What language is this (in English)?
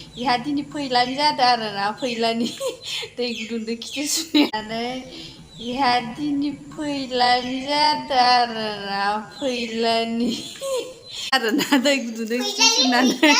Bodo